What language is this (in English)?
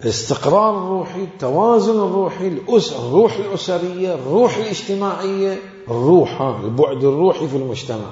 Mesopotamian Arabic